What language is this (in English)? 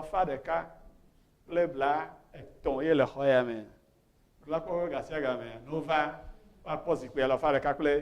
Ewe